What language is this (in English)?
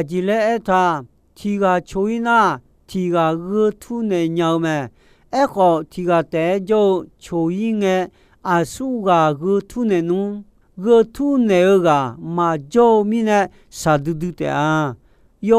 Akha